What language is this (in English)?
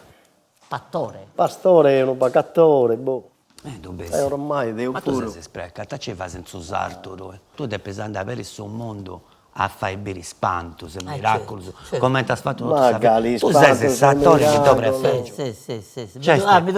Sardinian